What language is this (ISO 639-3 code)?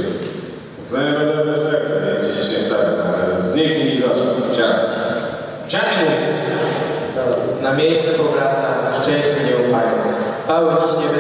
pol